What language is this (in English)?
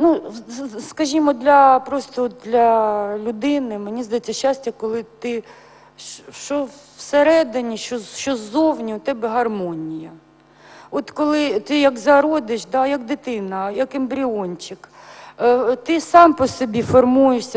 Ukrainian